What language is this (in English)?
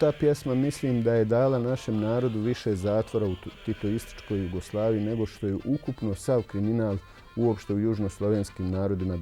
Bosnian